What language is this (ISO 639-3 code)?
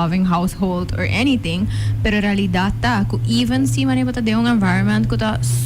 pap